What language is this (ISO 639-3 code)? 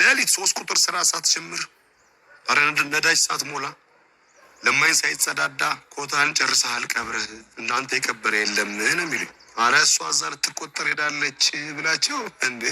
amh